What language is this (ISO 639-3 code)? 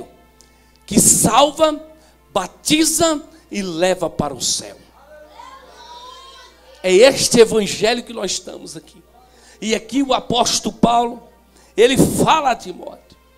por